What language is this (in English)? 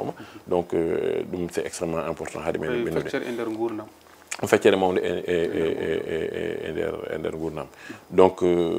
Fula